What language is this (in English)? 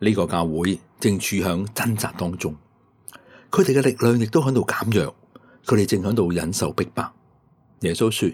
Cantonese